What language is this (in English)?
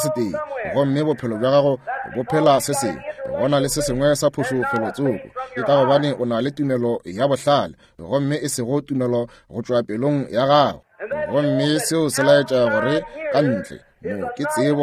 Northern Sotho